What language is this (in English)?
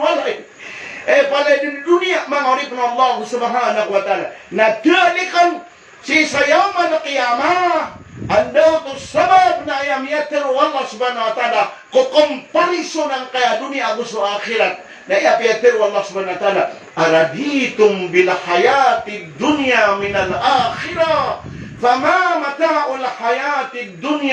Maranao